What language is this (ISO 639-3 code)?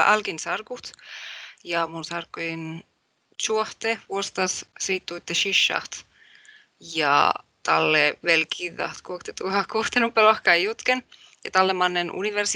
sme